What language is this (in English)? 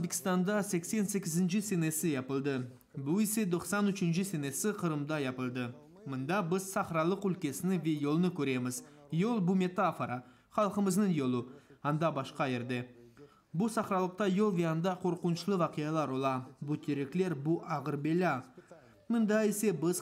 Crimean Tatar